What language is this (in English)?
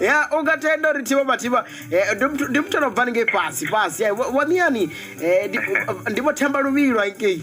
Venda